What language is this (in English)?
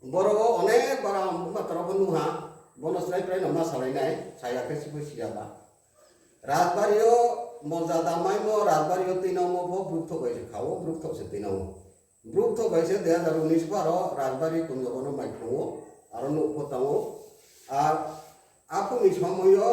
Riang (India)